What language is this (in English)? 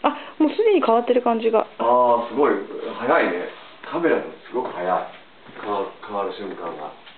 Japanese